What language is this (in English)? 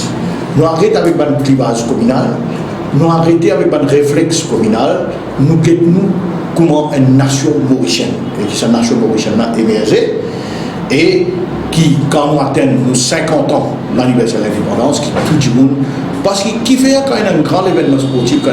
Morisyen